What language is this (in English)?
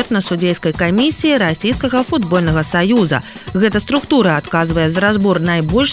Belarusian